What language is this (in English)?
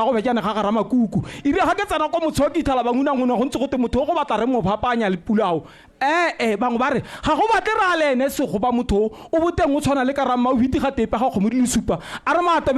Tswana